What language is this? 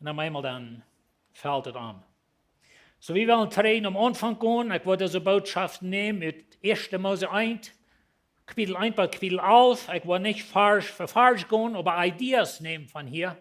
Plautdietsch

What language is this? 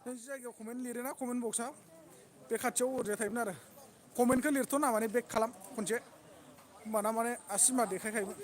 Bodo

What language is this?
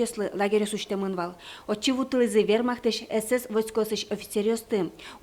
Udmurt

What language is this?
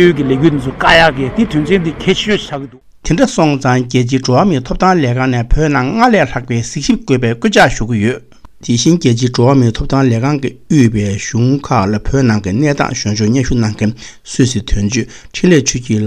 Tibetan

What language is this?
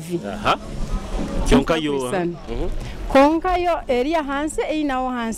Nyoro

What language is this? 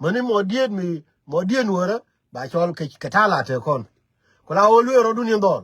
Nuer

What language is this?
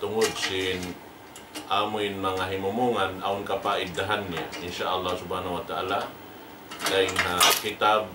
Tausug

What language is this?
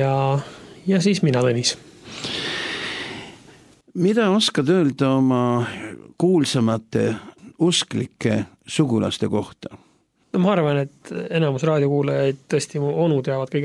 Estonian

